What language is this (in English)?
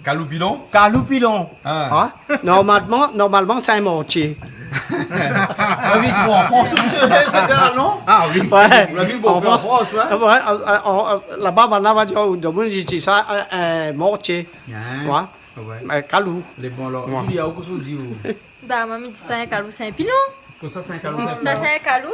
Réunion Creole French